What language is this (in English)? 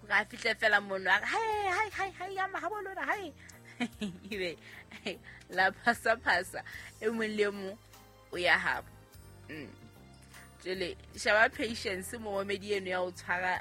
Southern Sotho